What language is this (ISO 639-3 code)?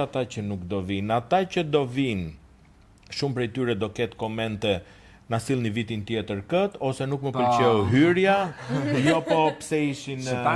sqi